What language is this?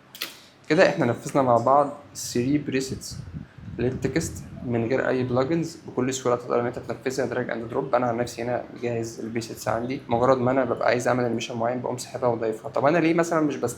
Egyptian Arabic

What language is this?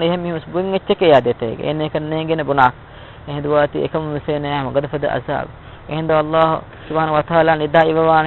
Divehi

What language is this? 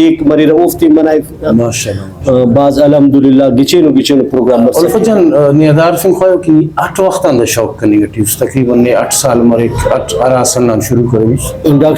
Brahui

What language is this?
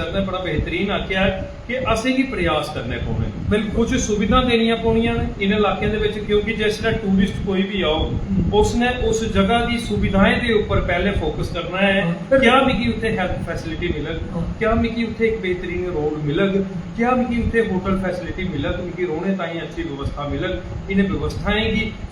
Dogri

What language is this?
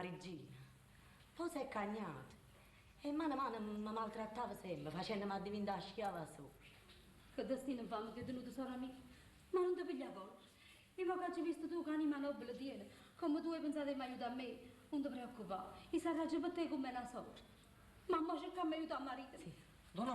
Neapolitan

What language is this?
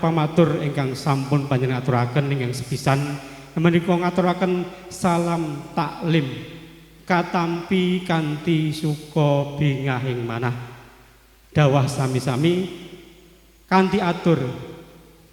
Javanese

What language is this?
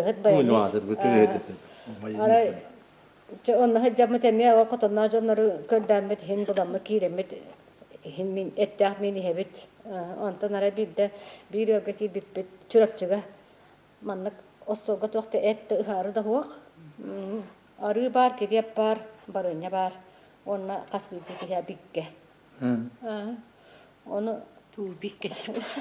Yakut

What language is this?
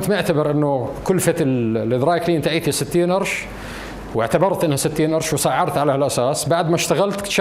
North Levantine Arabic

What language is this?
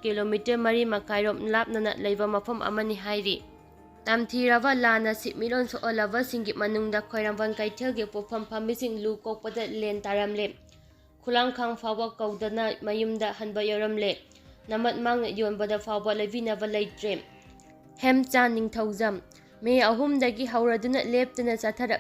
Manipuri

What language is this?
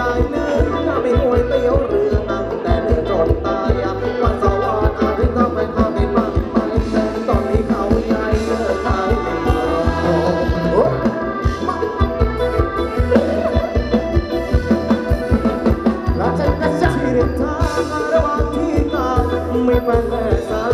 Thai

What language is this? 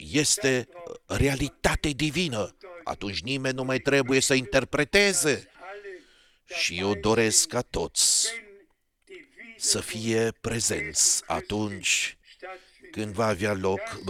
Romanian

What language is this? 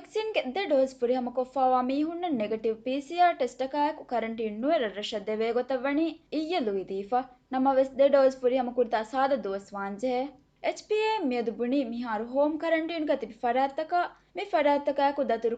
Divehi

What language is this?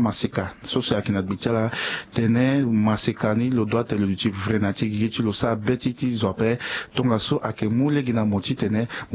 Sango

